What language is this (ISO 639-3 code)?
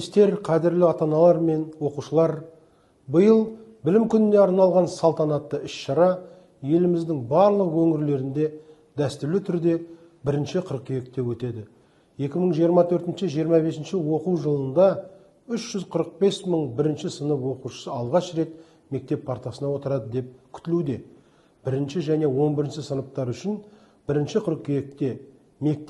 kaz